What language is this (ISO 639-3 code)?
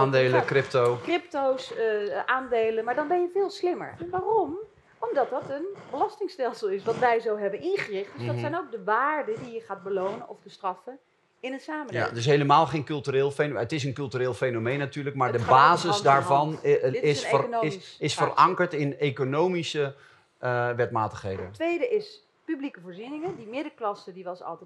nld